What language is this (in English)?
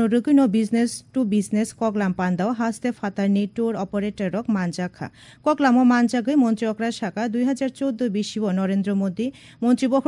Kok Borok